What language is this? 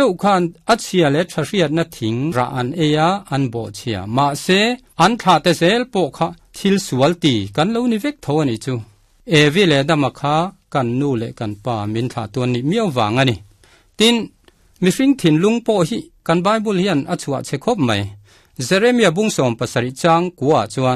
Mizo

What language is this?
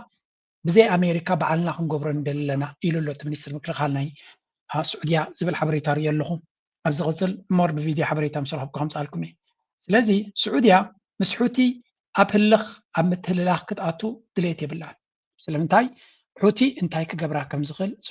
Tigrinya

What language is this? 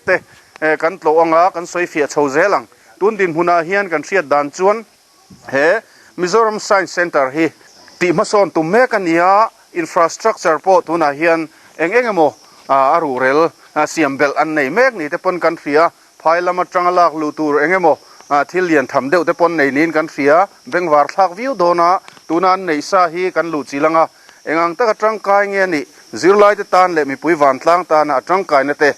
Mizo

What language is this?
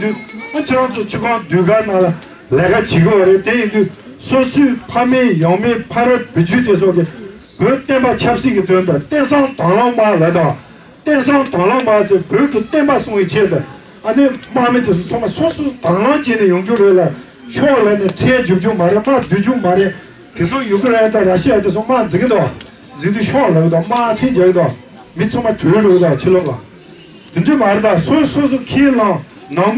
Tibetan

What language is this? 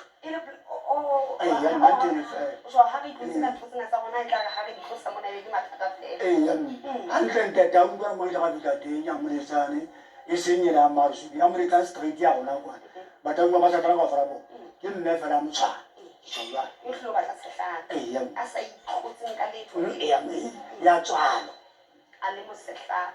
Southern Sotho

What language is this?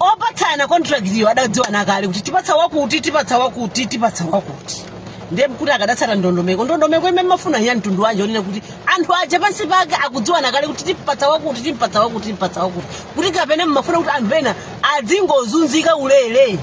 Nyanja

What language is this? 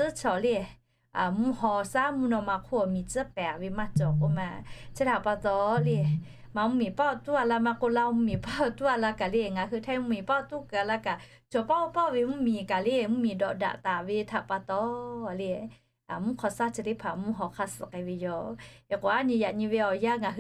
Lahu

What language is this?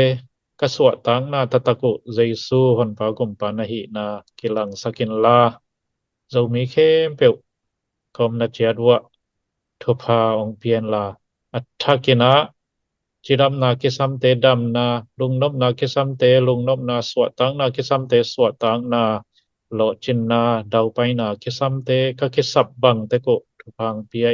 Tedim Chin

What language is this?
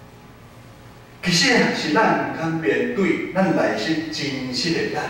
Min Nan Chinese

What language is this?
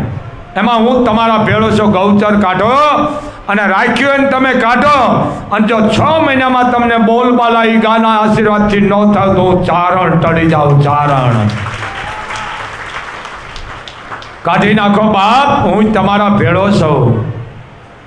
Gujarati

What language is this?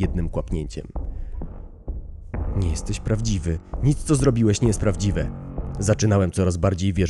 Polish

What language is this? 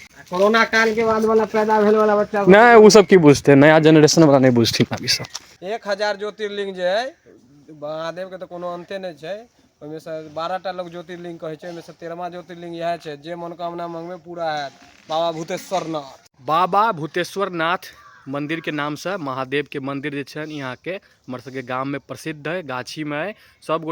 Maithili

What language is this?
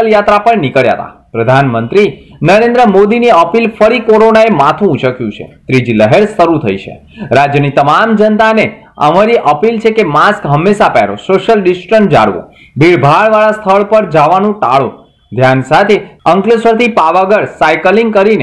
Gujarati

